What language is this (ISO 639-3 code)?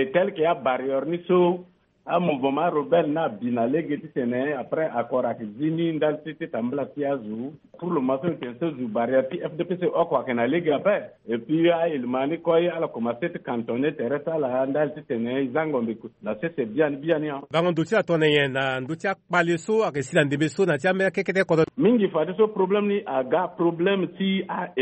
sag